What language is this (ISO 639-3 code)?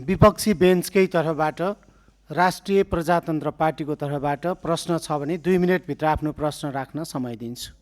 nep